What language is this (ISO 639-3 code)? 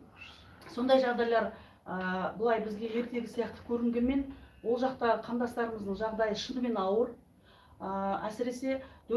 kaz